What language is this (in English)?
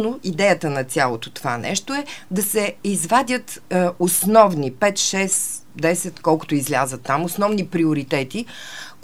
Bulgarian